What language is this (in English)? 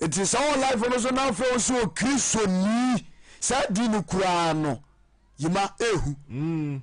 Akan